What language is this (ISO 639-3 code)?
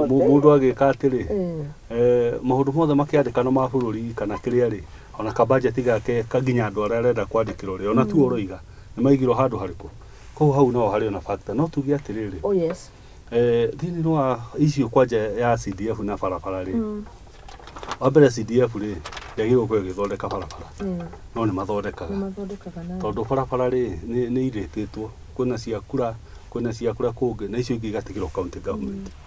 kik